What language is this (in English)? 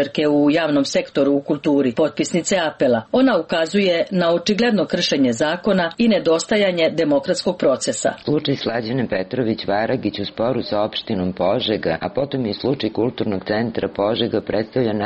Serbian